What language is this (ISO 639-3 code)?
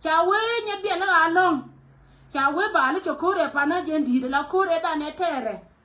nus